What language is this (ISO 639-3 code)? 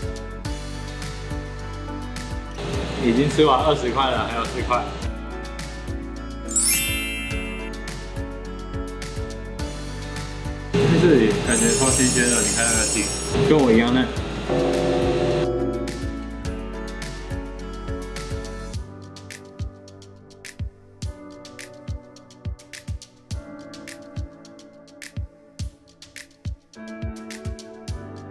zho